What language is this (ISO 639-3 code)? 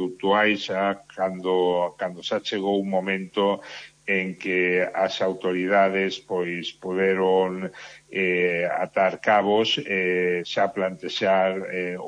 glg